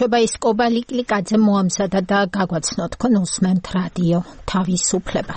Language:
Georgian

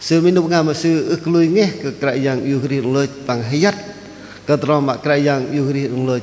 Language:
Bahnar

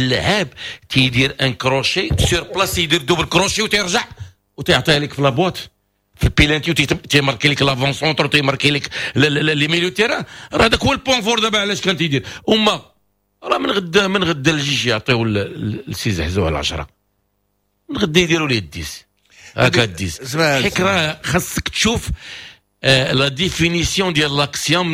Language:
Moroccan Arabic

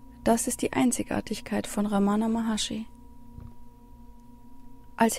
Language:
German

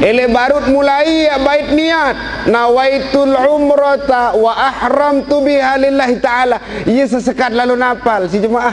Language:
Sasak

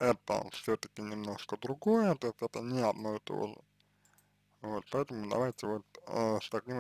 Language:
Russian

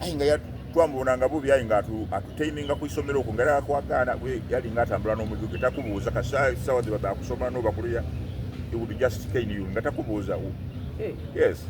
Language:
Soga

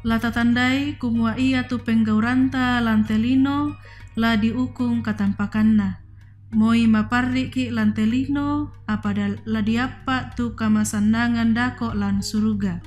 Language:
Toraja-Sa'dan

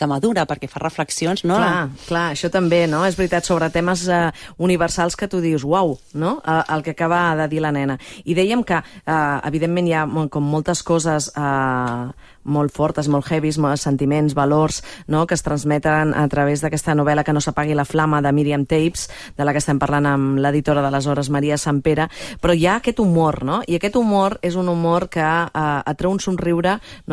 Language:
Catalan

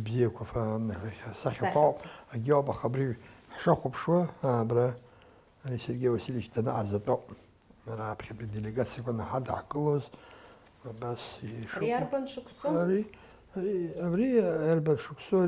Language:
Abkhazian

